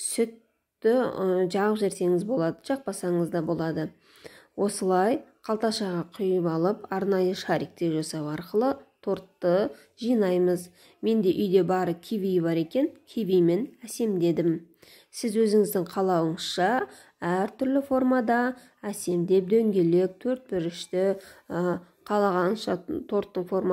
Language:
Kazakh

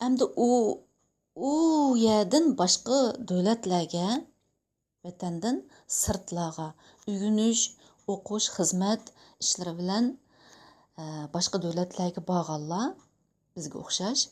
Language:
Uyghur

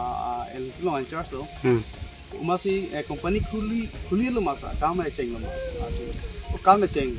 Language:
Karbi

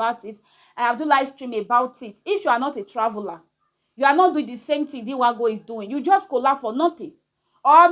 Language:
Nigerian Pidgin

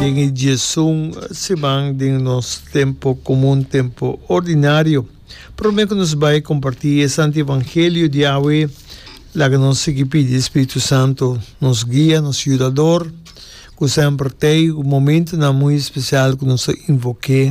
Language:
Papiamento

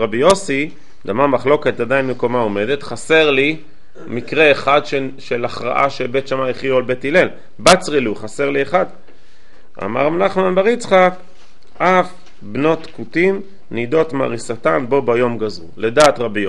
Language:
Hebrew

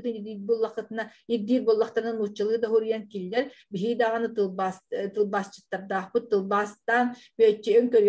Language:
Yakut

